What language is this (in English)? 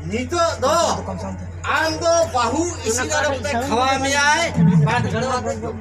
Santali